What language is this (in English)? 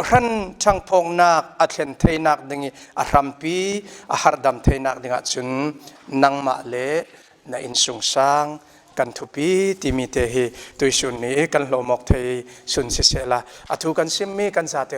Falam Chin